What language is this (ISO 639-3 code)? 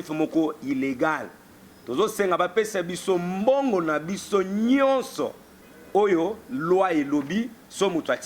lin